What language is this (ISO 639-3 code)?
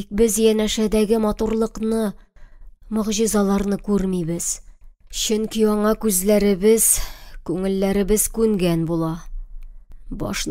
tat